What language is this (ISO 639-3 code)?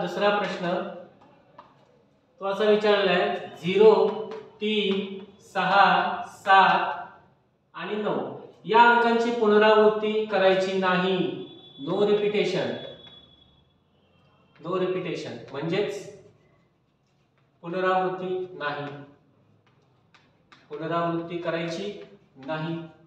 mar